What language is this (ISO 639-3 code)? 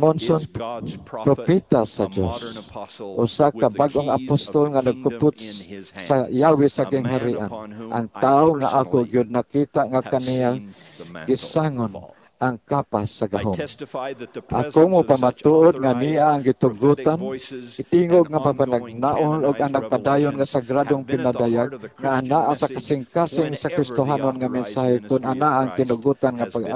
ceb